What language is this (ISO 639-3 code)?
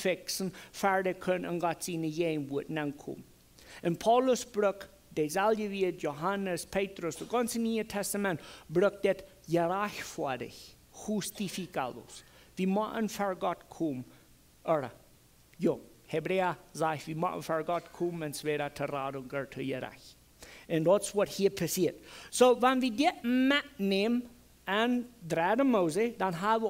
pdt